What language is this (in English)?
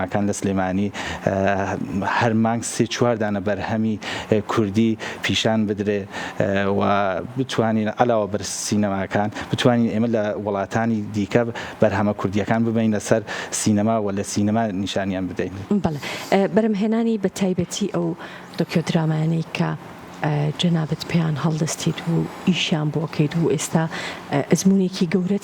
Central Kurdish